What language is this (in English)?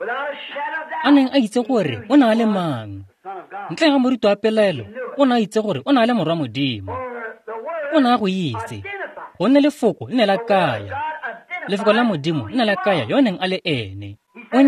Tswana